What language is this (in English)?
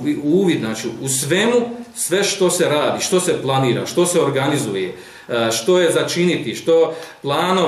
Bosnian